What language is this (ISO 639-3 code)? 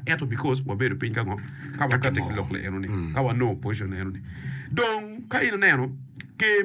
ach